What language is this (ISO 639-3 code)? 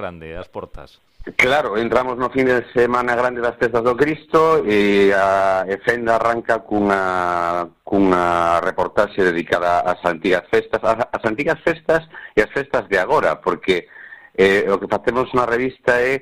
glg